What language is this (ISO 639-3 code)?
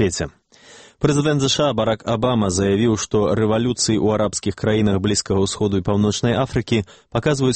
bel